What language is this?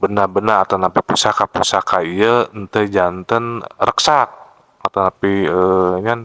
Sundanese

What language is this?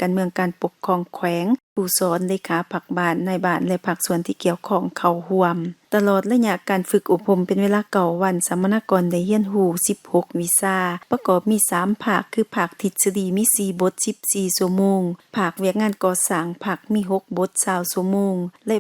Lao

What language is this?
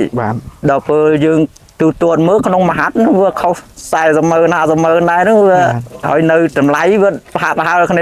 Khmer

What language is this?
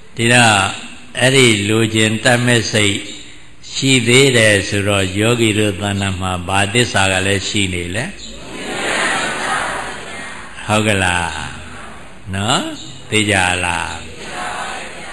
Burmese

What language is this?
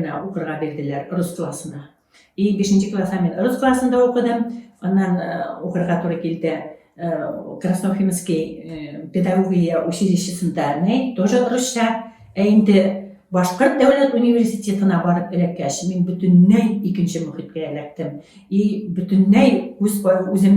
Bashkir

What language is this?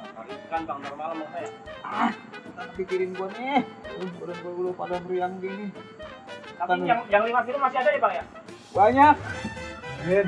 Betawi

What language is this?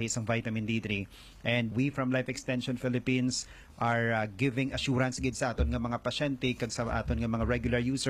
Hiligaynon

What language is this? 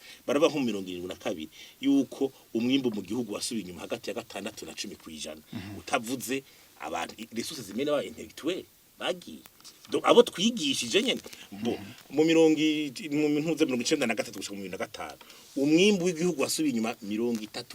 Rundi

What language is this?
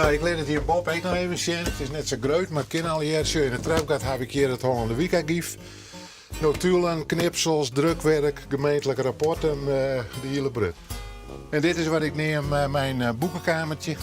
Western Frisian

